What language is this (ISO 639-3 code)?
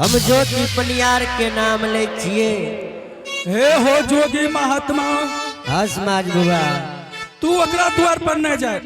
anp